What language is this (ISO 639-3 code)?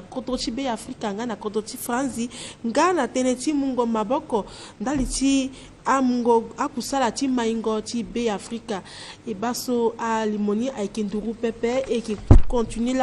sag